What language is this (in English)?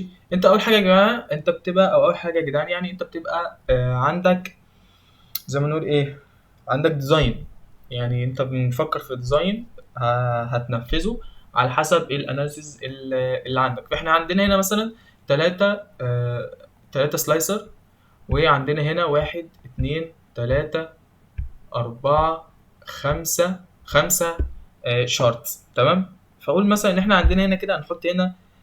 Egyptian Arabic